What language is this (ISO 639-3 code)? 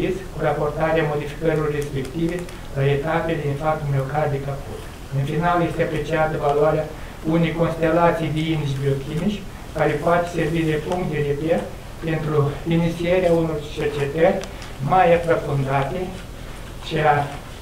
ron